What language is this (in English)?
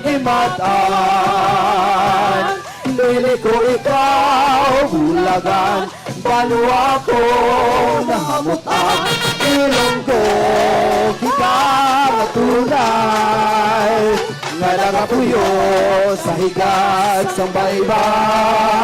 Hiligaynon